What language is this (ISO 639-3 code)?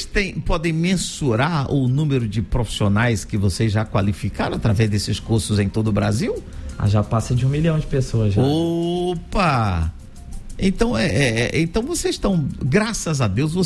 por